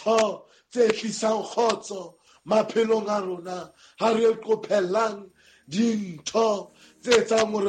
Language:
Southern Sotho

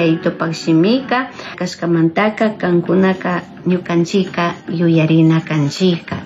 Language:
Chimborazo Highland Quichua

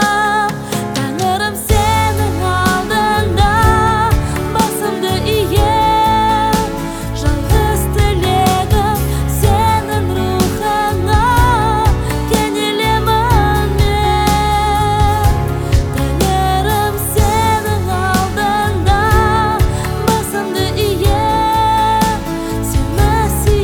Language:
Kazakh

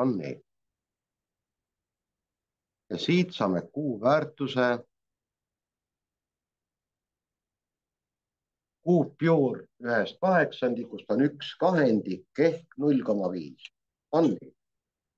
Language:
Estonian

